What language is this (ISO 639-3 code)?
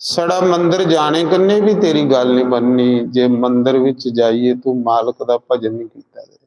doi